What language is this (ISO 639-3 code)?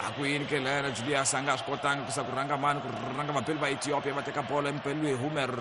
tso